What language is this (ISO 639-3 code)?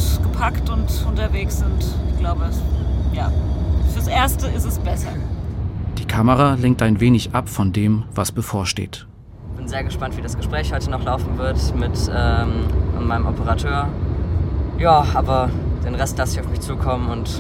deu